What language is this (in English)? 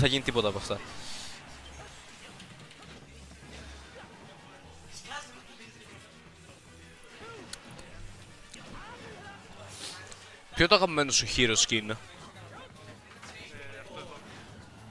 Greek